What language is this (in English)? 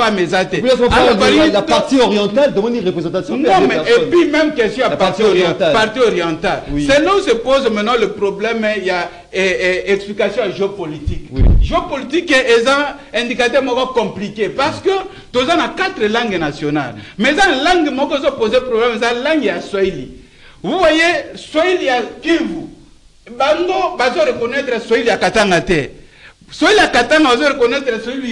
French